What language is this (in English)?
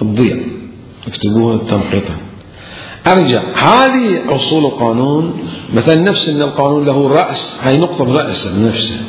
Mesopotamian Arabic